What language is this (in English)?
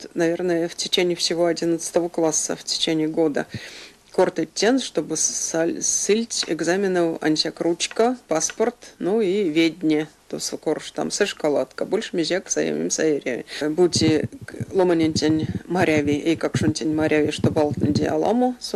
Erzya